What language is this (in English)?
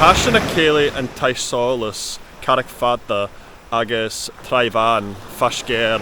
Scottish Gaelic